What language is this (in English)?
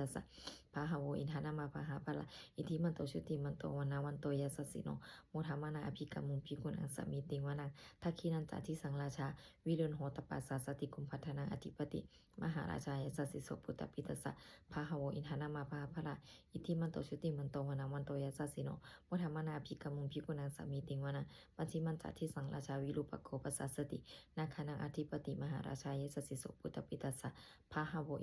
Pali